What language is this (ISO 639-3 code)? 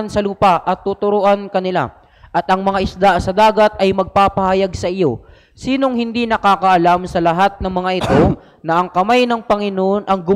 fil